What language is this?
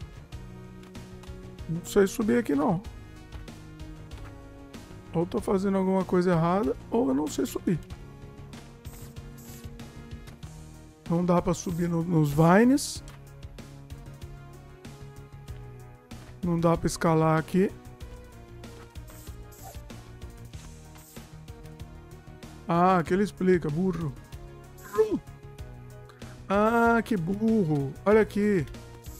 Portuguese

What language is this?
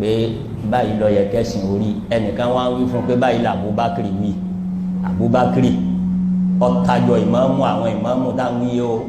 Yoruba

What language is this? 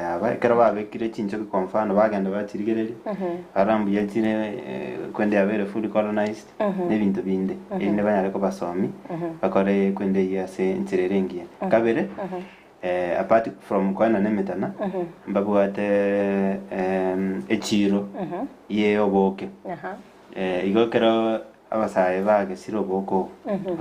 Gusii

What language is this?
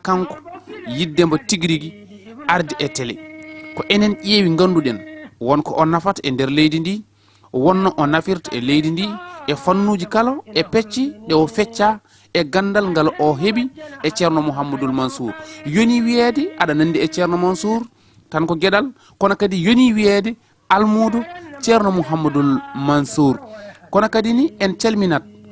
Fula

